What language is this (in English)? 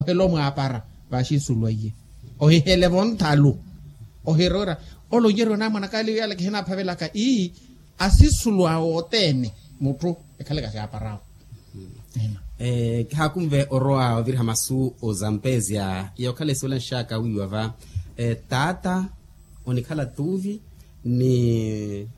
Makhuwa